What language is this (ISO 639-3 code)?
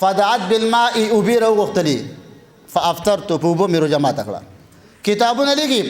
pus